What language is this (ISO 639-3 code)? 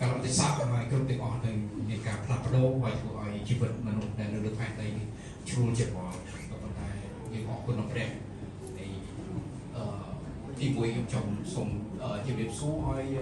khm